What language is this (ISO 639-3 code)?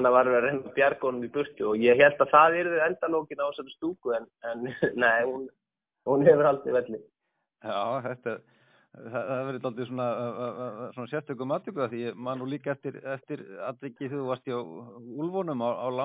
isl